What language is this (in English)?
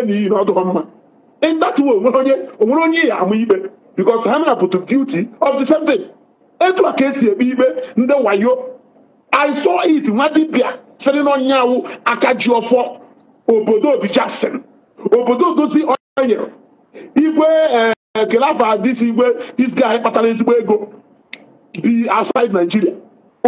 Igbo